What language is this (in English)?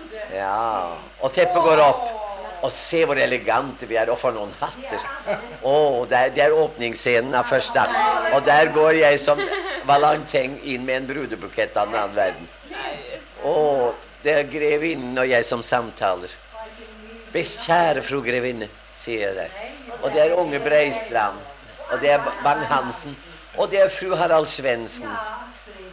Norwegian